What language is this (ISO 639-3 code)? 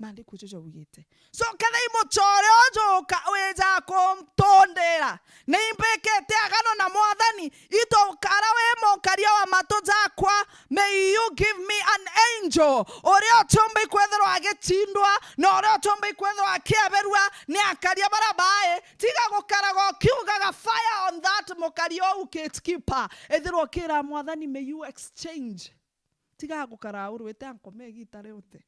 mer